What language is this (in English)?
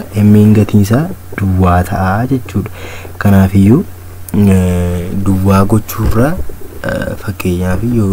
Oromo